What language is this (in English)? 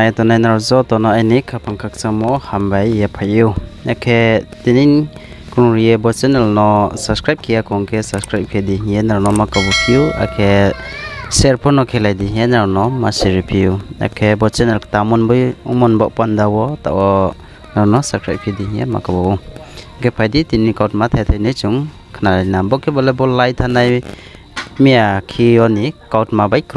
Riang (India)